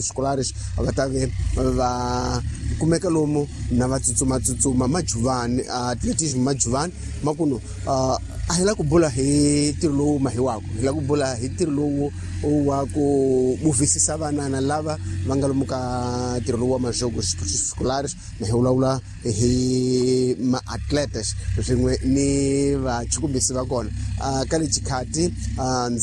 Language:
Tsonga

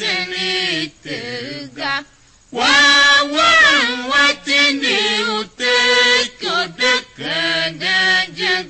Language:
Tiv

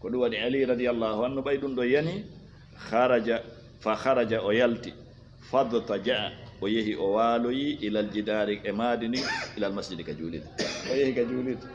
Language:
Fula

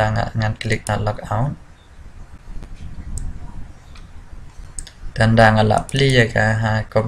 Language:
Khasi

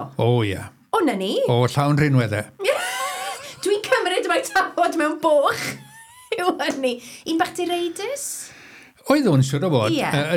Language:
Welsh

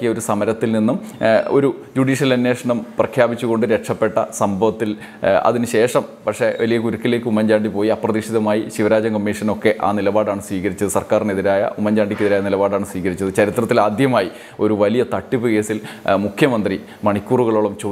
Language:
Malayalam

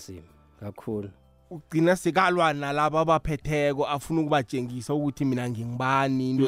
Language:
South Ndebele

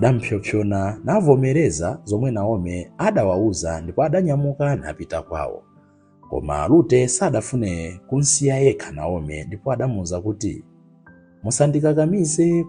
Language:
Nyanja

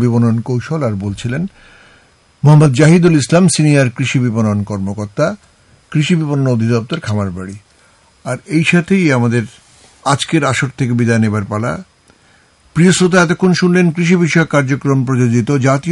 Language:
Bangla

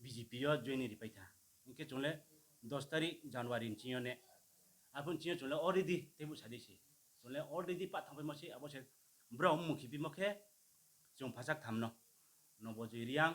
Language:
Riang (India)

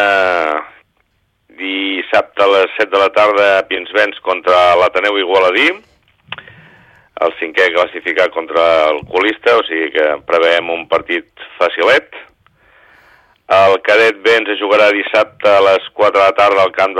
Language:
Catalan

